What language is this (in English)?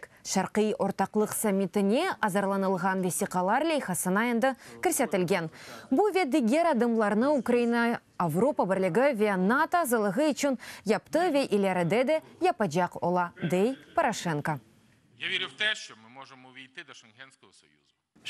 Crimean Tatar